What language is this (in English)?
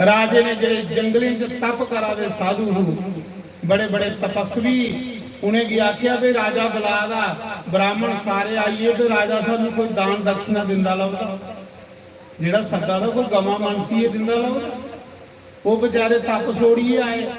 Dogri